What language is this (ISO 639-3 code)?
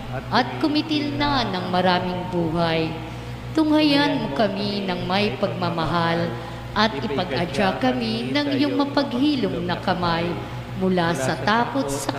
fil